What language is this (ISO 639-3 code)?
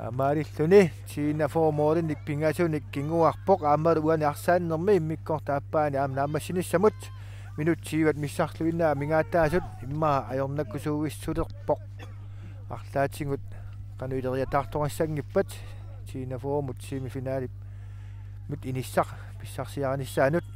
kal